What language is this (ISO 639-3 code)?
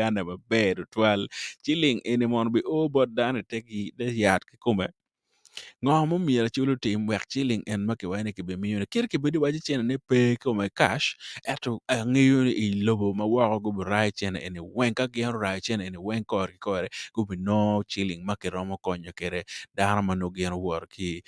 ach